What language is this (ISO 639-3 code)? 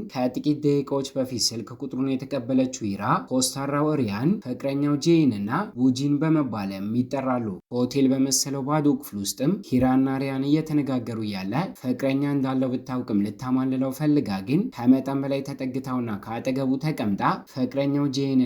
amh